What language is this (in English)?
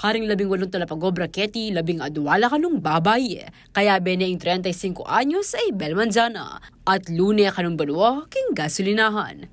Pampanga